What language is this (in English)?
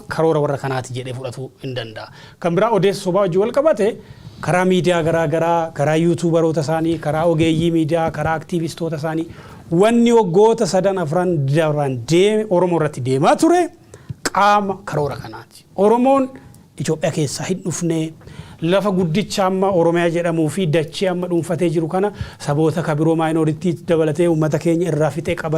Oromo